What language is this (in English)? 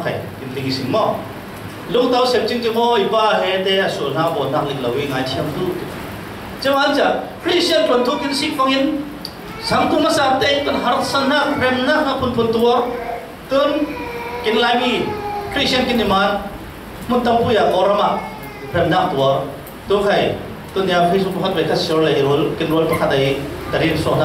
Falam Chin